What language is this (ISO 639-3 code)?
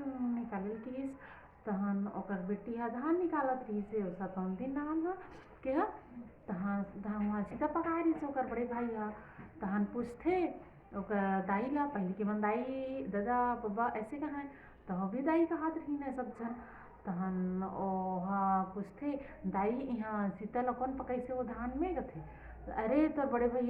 hne